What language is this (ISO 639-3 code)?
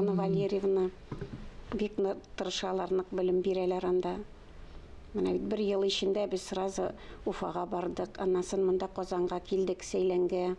tat